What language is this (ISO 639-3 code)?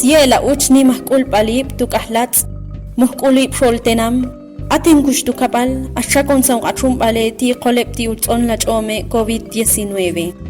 ixl